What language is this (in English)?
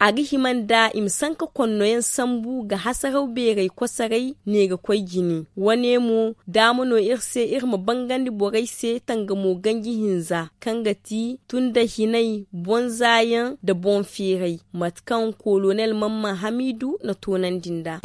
Zarma